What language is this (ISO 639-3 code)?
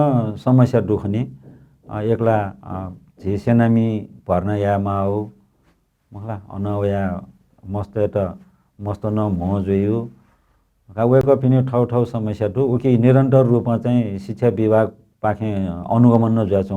new